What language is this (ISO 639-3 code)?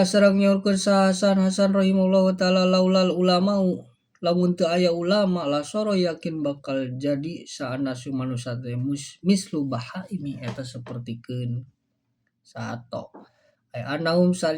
sun